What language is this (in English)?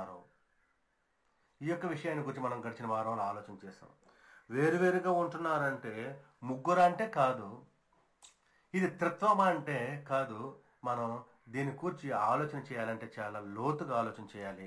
Telugu